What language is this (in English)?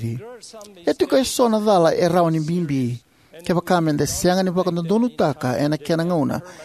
Fijian